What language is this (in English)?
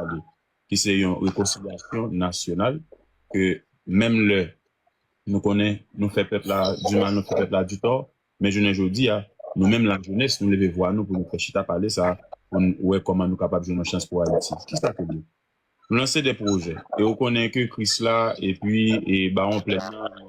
Haitian Creole